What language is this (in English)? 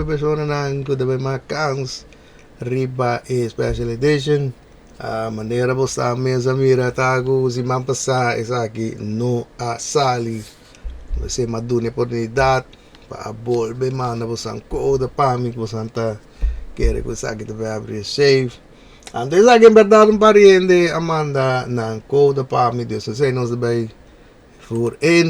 Papiamento